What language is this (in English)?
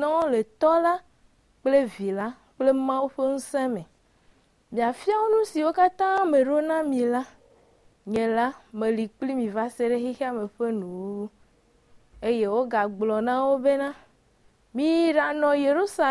Ewe